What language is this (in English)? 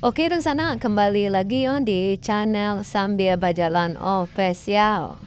Minangkabau